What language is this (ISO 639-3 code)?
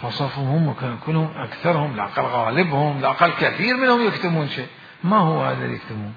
acm